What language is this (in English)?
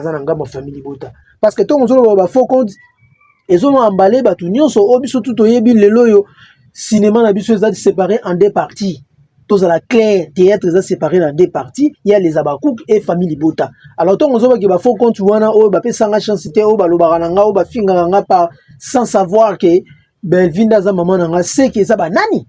Lingala